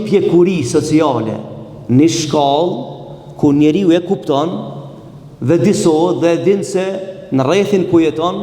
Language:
Albanian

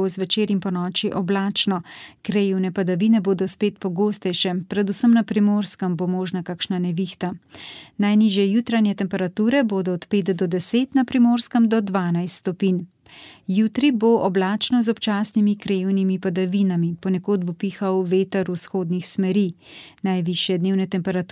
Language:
Slovenian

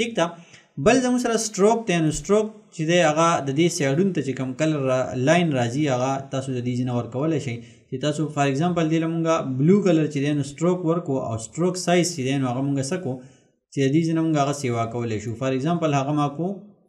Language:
Pashto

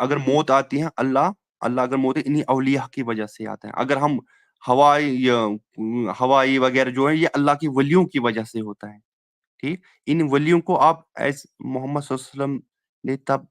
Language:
Kashmiri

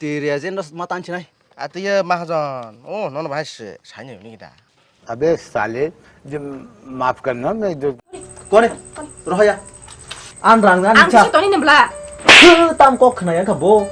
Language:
Kok Borok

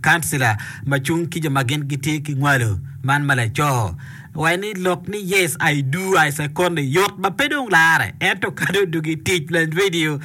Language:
Acoli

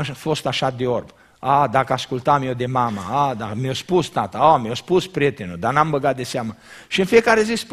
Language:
Romanian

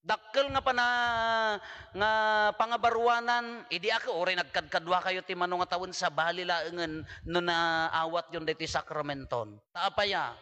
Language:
Iloko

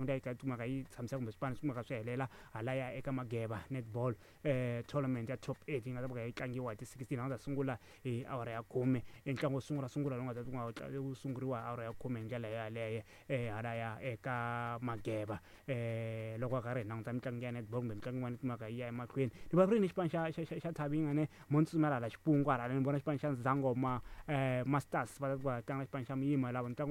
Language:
Tsonga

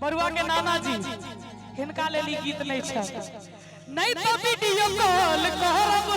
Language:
Maithili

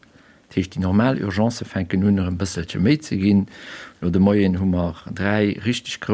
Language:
Luxembourgish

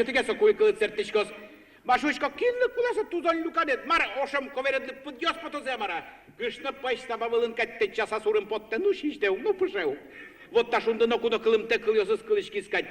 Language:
Udmurt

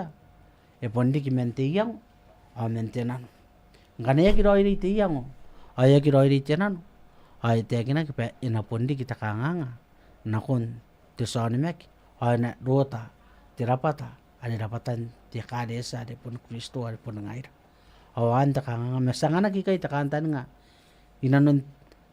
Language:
Gilbertese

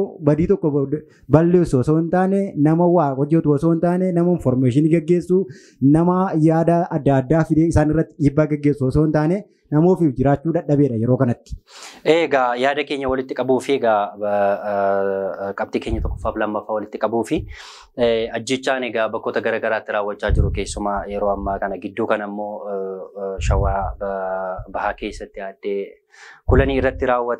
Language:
Oromo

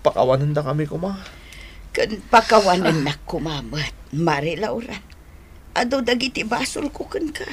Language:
Iloko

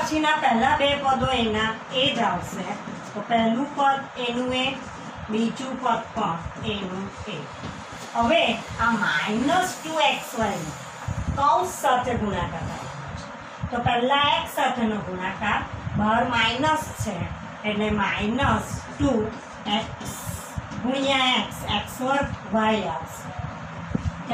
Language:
Gujarati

